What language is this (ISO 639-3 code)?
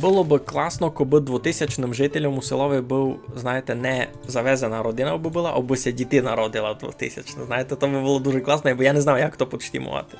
rue